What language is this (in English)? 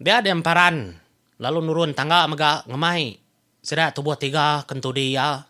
Iban